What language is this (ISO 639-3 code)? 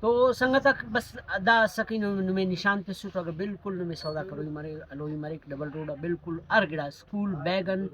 brh